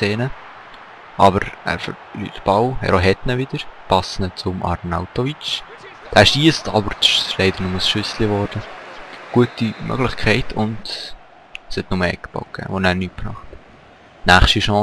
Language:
Swiss German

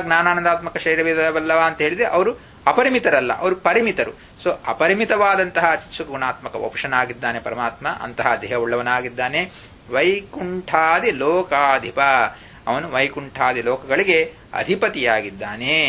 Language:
Kannada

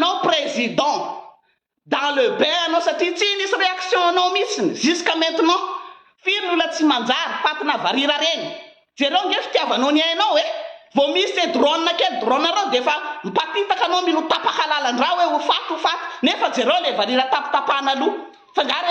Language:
Malagasy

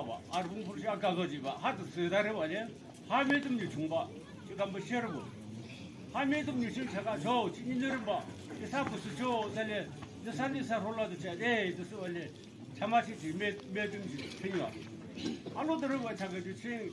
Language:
Naga Pidgin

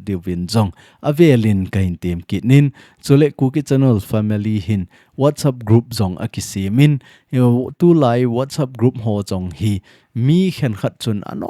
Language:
Thado Chin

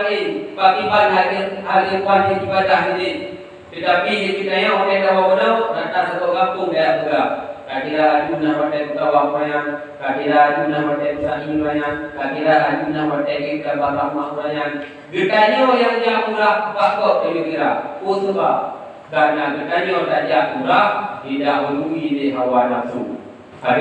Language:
Achinese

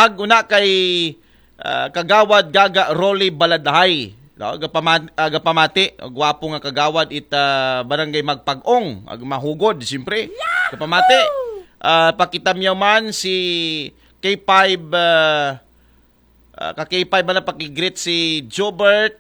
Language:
Aklanon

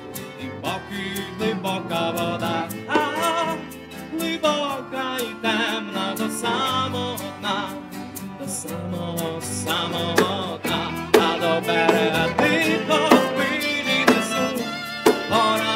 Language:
Ukrainian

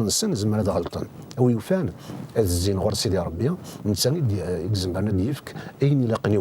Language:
Kabyle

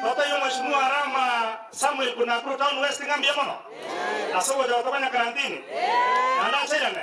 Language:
Gusii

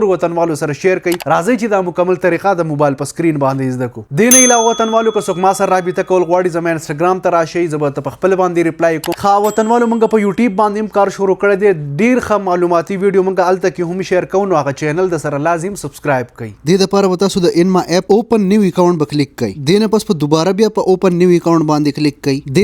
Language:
Pashto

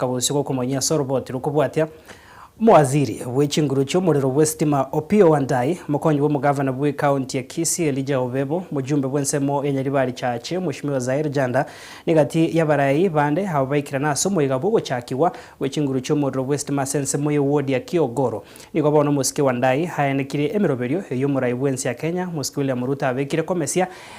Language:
Gusii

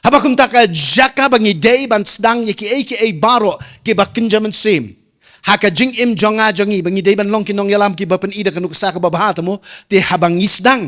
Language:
Khasi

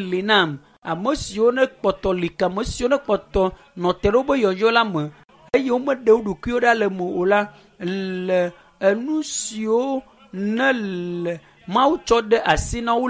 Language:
Ewe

